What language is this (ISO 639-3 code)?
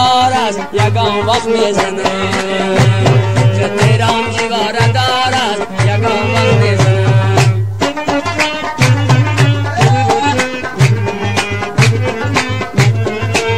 fas